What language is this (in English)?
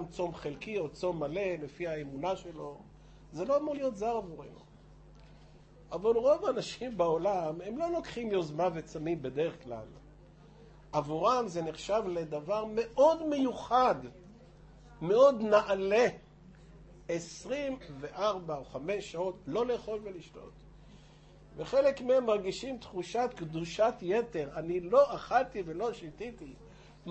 Hebrew